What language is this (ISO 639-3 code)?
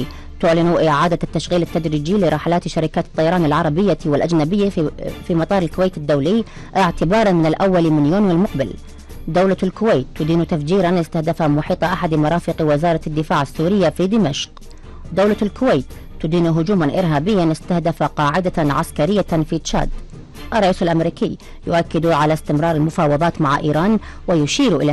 ara